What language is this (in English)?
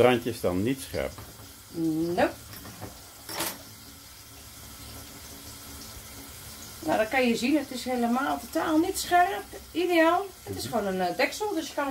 Dutch